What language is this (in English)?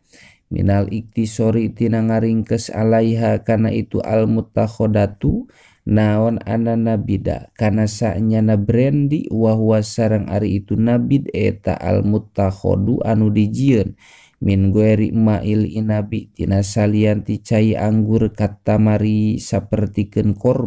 Sundanese